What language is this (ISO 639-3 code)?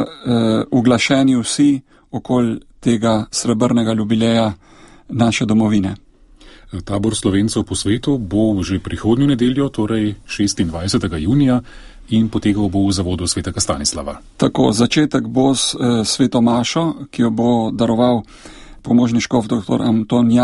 slv